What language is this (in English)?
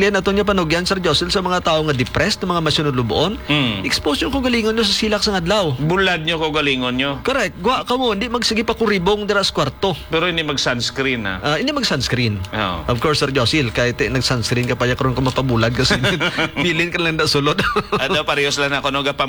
Hiligaynon